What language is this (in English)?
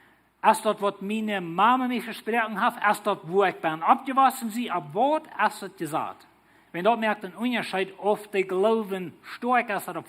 Plautdietsch